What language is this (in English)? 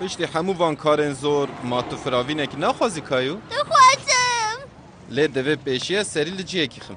Kurdish